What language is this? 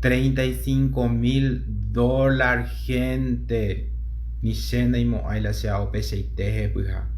Guarani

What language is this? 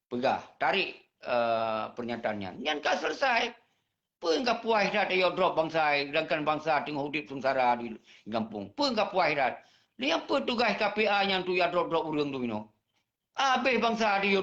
Achinese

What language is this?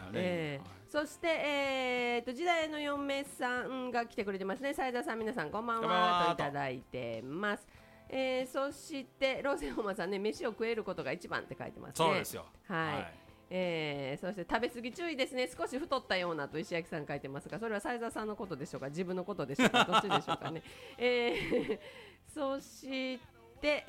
Japanese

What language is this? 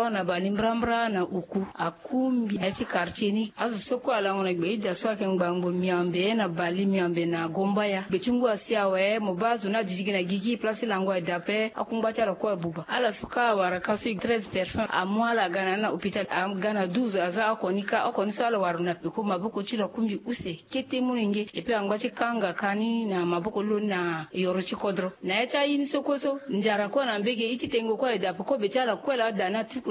Sango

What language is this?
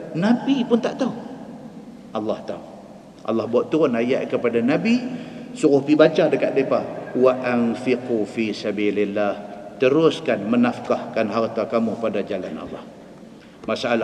Malay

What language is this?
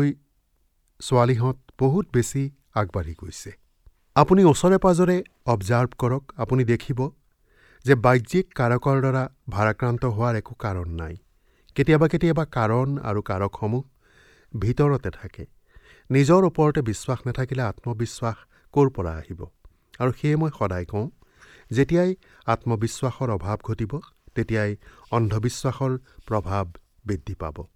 Assamese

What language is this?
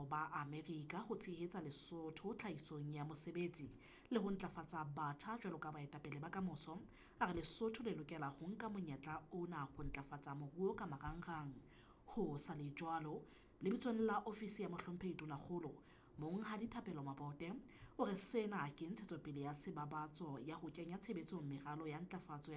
Southern Sotho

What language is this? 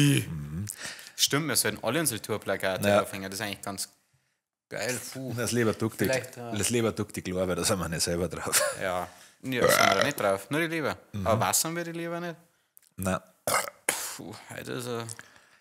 Bavarian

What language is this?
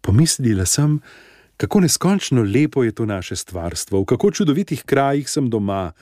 Slovenian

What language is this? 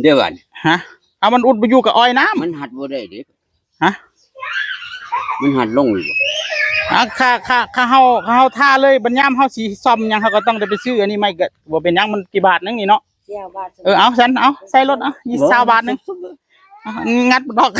Northeastern Thai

